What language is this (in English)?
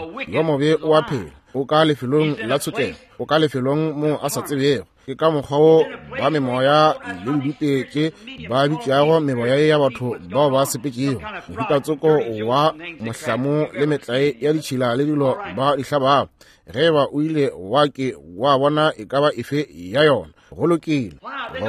Northern Sotho